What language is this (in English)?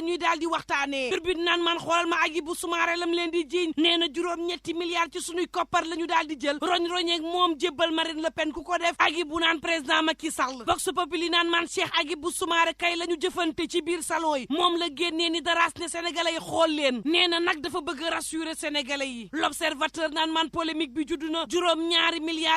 Wolof